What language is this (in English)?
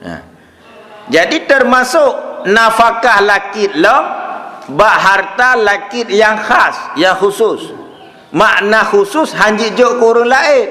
Achinese